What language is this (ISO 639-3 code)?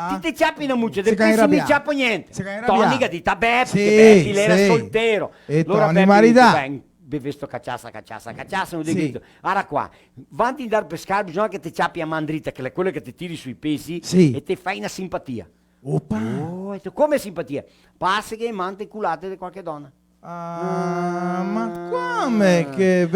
vec